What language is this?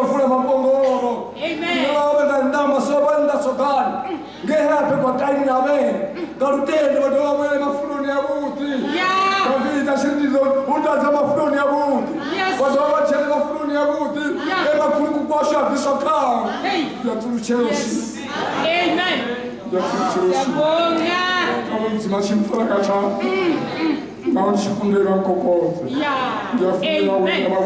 Venda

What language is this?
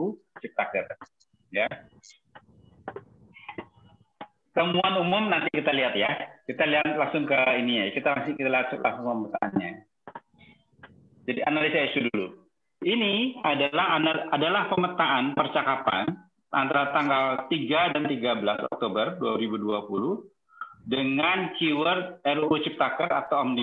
Indonesian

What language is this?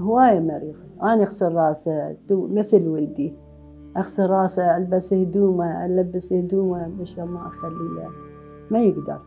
Mesopotamian Arabic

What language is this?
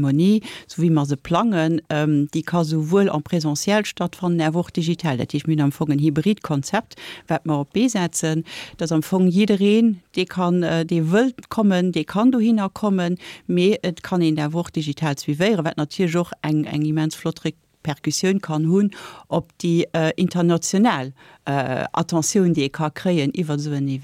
Luxembourgish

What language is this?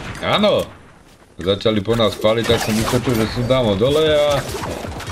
Slovak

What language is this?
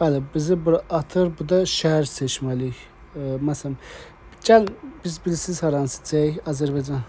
Azerbaijani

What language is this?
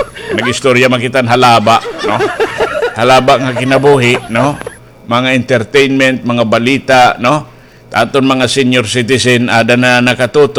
Waray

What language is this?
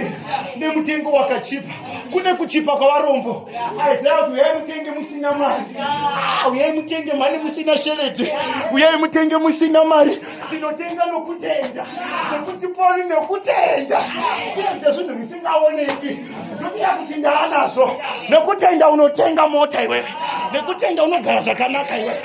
Shona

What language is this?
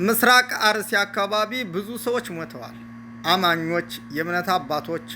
Amharic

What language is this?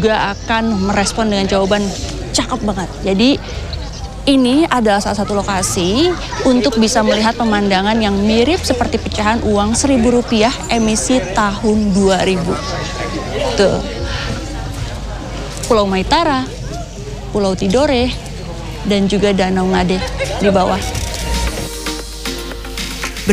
Indonesian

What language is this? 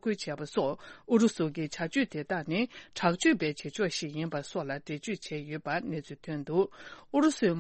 Tibetan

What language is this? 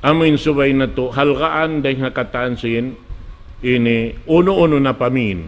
Tausug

